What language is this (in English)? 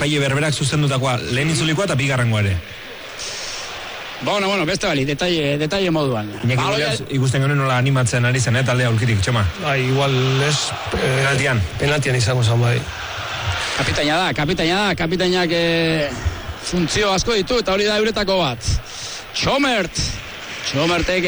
Basque